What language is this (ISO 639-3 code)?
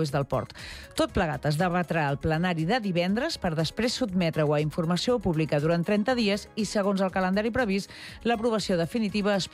cat